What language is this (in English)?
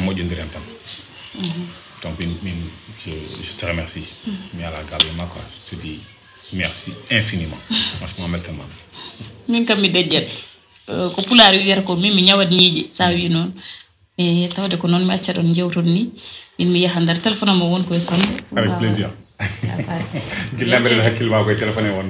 Fula